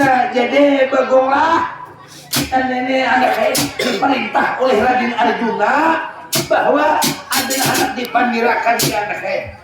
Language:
Banjar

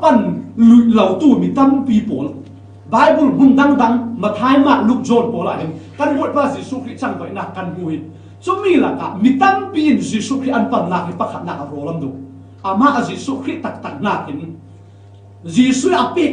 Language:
Falam Chin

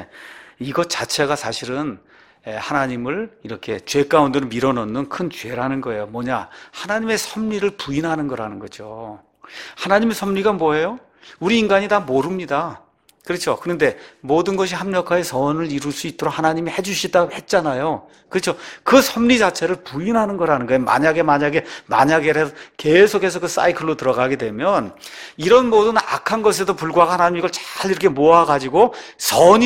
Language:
Korean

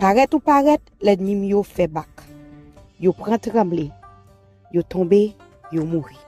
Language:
Haitian Creole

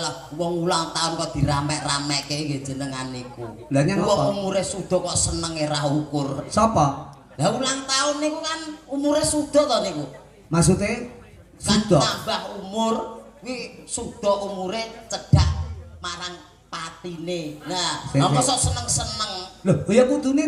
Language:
Javanese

